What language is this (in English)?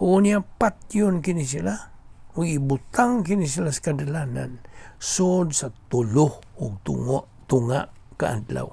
Cebuano